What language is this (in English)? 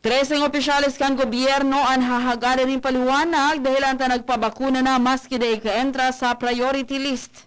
Bikol